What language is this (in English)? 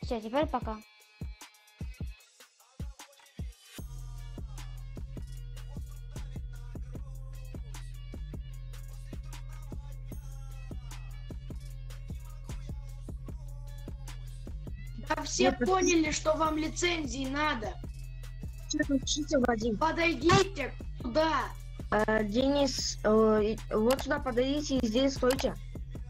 Russian